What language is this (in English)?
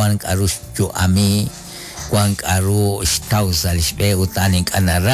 Kekchí